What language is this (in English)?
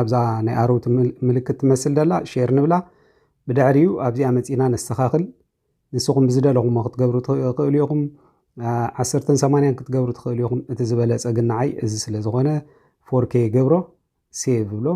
Tigrinya